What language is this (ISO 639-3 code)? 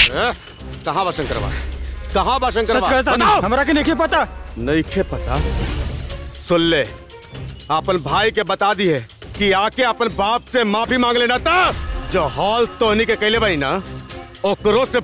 bho